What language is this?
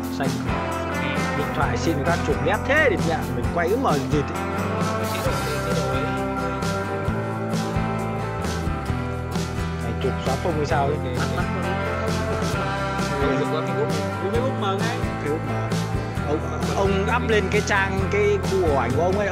Vietnamese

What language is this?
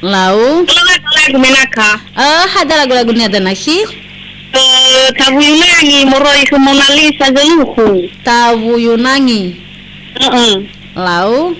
Nias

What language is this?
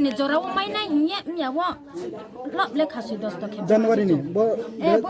Riang (India)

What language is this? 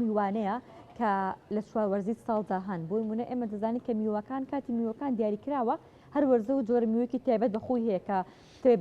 Central Kurdish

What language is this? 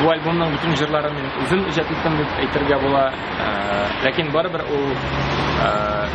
Tatar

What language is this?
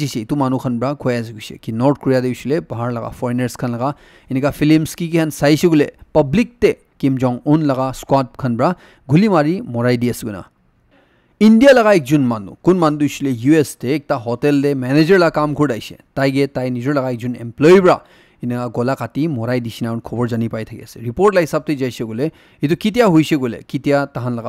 Naga Pidgin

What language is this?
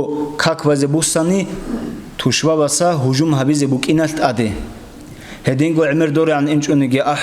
Avaric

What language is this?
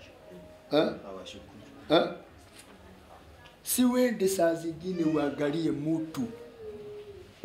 Swahili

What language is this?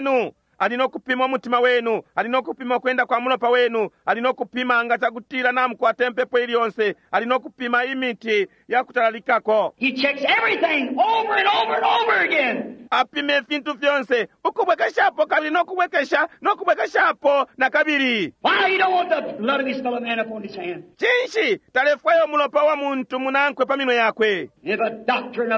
Bemba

